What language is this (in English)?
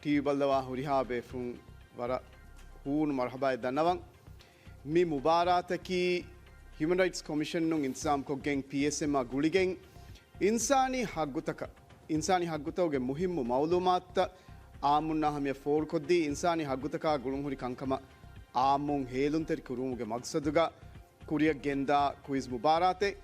Divehi